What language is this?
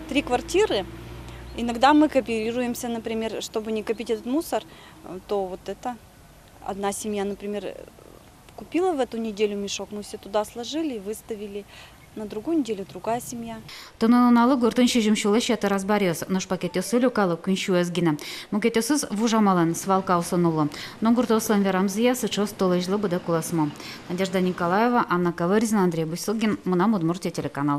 Udmurt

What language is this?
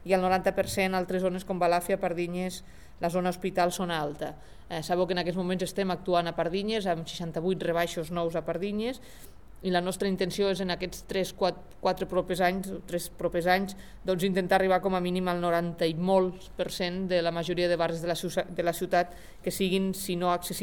Catalan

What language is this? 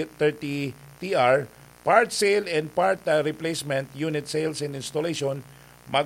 Bikol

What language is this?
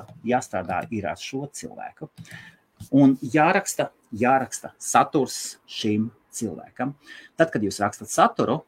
Latvian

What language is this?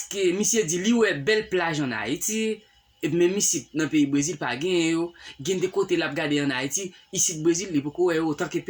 Haitian Creole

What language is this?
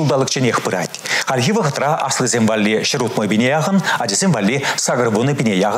Chuvash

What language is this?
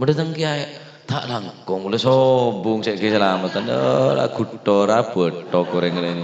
Madurese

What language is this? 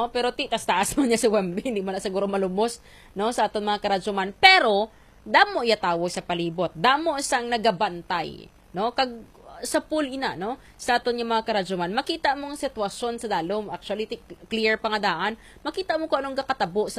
Hiligaynon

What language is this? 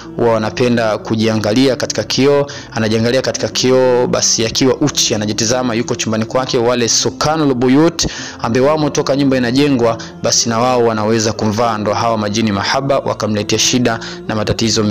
Swahili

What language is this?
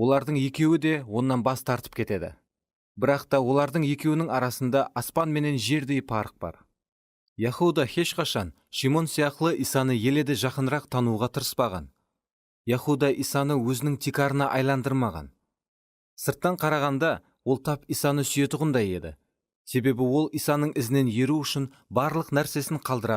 Kara-Kalpak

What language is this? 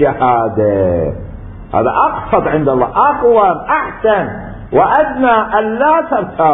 Mesopotamian Arabic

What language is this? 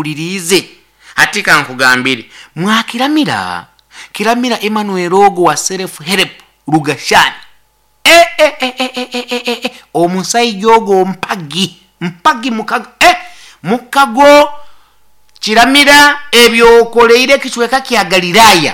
Nyoro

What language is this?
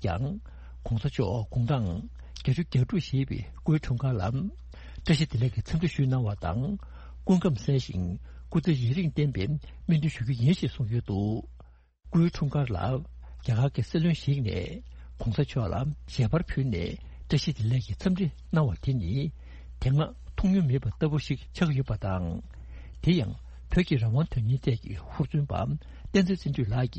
Tibetan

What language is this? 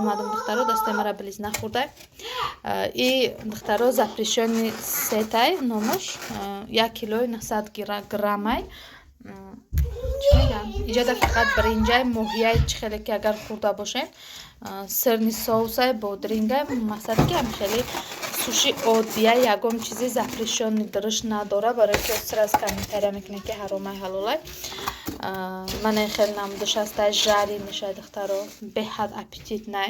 Tajik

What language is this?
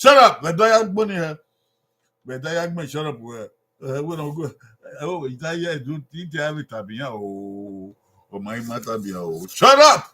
Bini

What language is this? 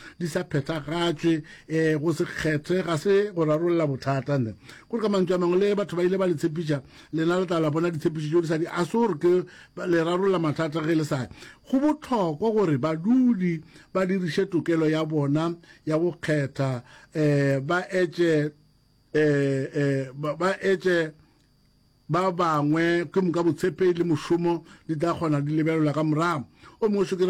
Northern Sotho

